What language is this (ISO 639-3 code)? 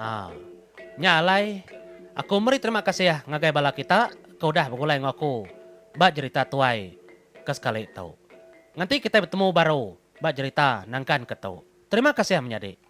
iba